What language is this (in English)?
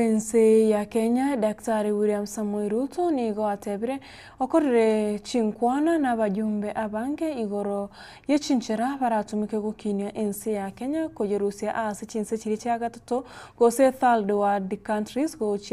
Gusii